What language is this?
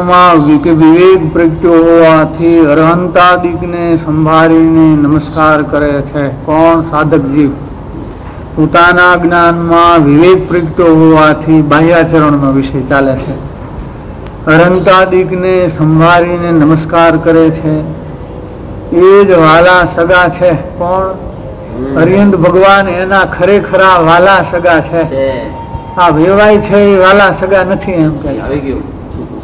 Gujarati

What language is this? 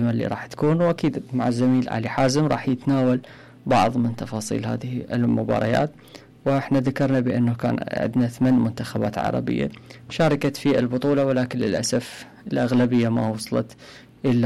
Mesopotamian Arabic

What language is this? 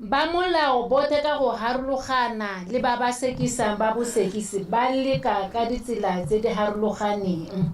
Tswana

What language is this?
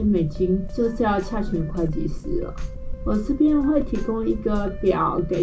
Chinese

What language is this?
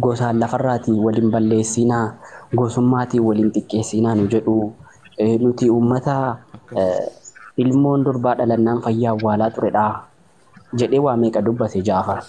Oromo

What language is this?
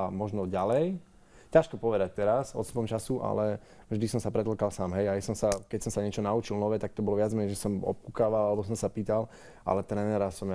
Slovak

